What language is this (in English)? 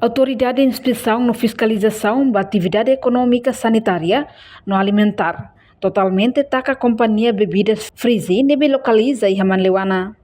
Tetum